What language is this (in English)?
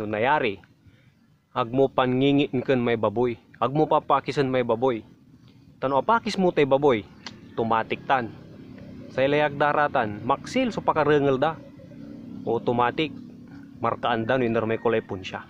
Pangasinan